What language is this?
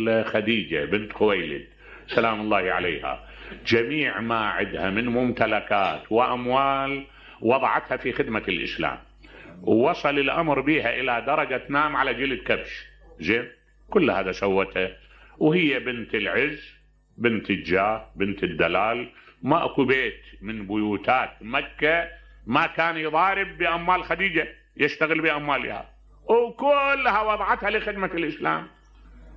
Mesopotamian Arabic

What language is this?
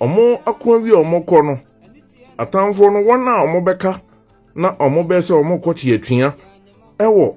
Akan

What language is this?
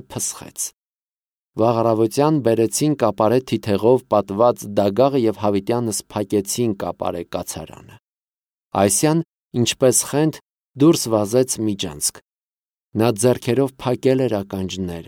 Armenian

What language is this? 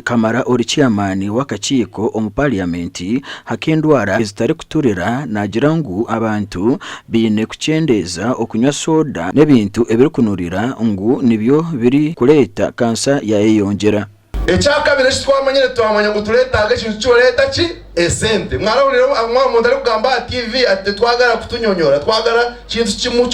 Nyankole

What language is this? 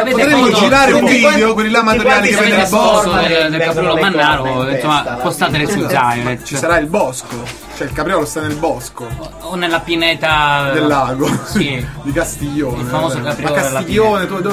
Italian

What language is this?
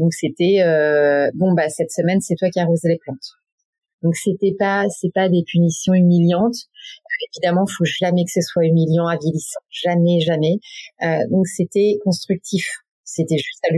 French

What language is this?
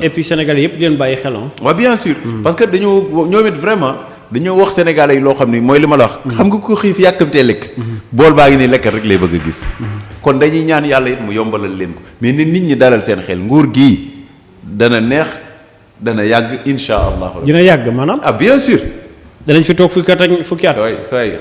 Wolof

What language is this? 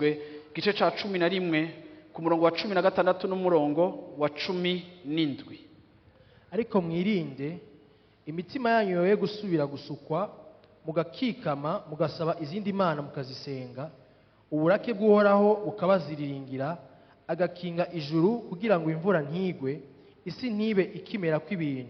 Rundi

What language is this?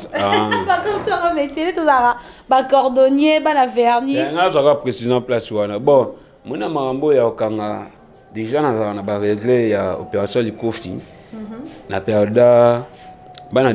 Lingala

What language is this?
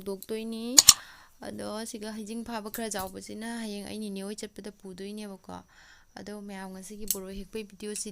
Manipuri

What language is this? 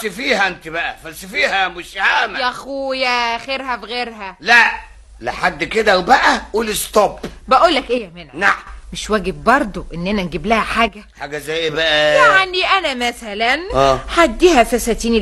Egyptian Arabic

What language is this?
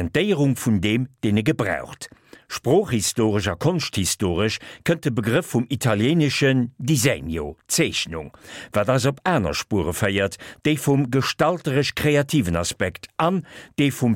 Luxembourgish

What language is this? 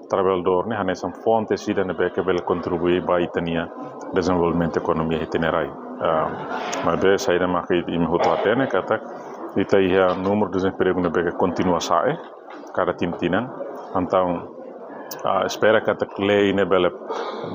Tetum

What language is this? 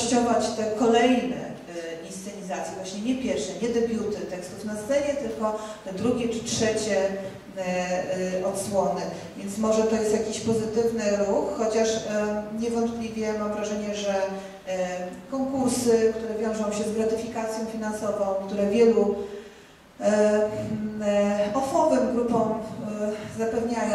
Polish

